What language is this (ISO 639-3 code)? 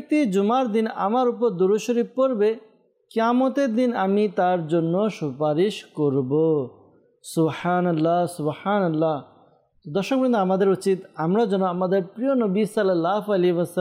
ben